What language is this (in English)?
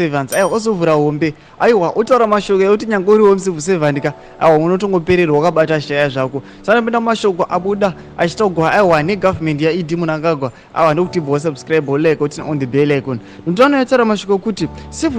Shona